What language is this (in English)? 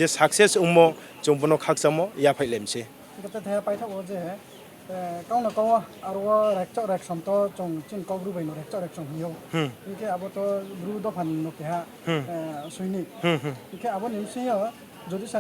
Riang (India)